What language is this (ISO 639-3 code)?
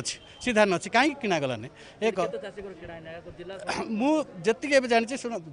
ori